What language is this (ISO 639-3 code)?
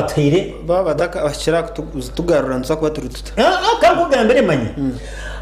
nyn